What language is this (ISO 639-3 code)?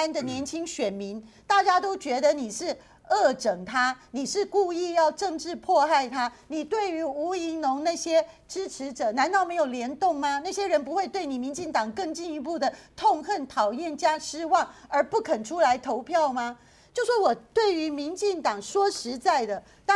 zho